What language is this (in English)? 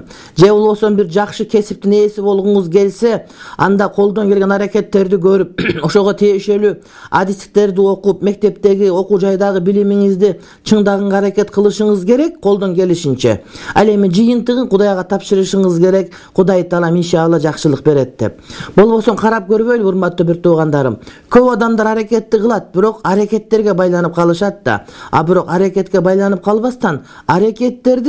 Kyrgyz